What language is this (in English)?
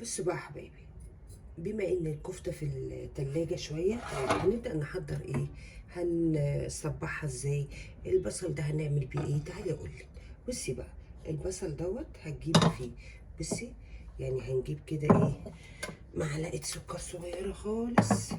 Egyptian Arabic